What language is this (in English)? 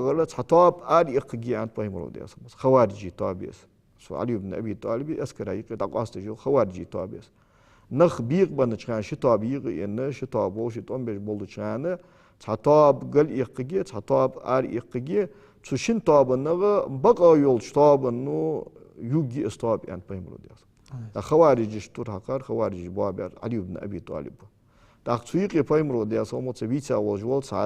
Ingush